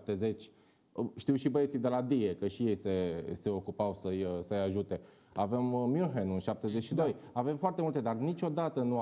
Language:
Romanian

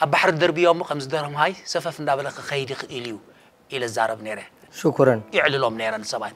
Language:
Tigrinya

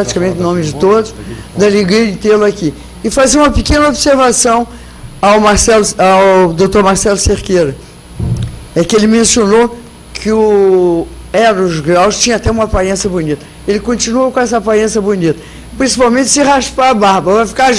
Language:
Portuguese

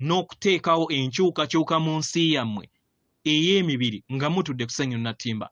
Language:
Ganda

